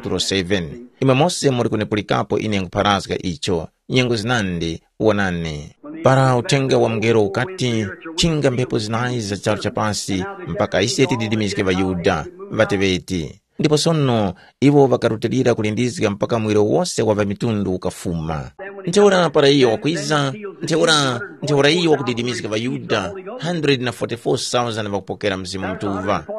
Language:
Tumbuka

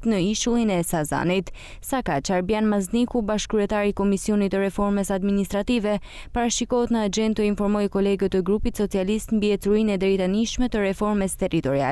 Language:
Albanian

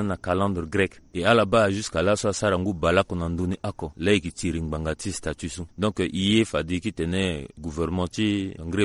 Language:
Sango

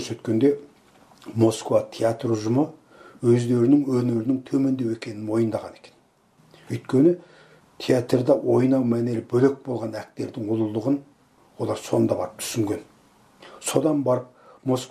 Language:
Kazakh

